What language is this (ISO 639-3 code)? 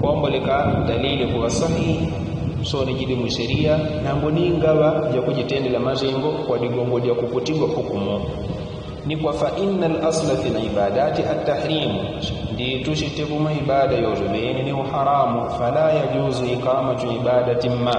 yao